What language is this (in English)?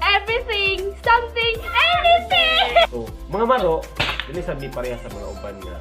Cebuano